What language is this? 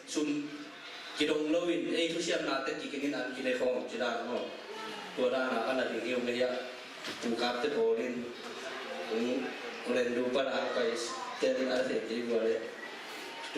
Tedim Chin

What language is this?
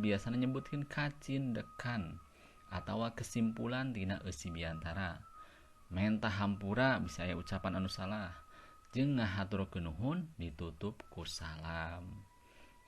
Sundanese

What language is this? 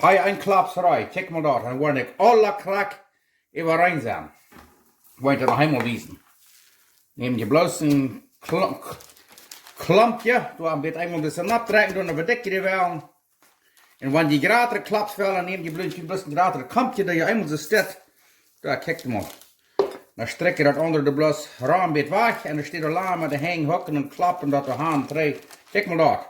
Plautdietsch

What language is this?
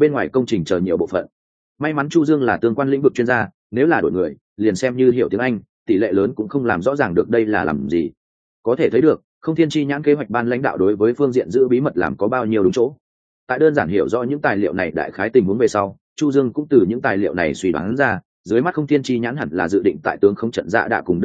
Vietnamese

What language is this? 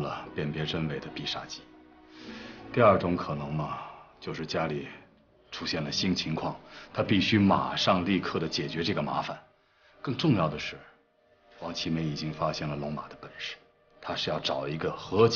Chinese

